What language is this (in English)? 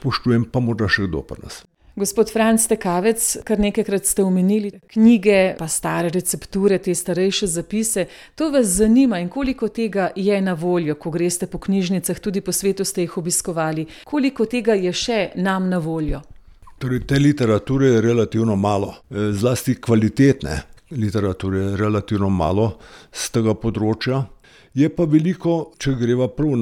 Slovenian